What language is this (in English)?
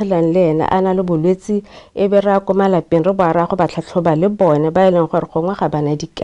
Tswana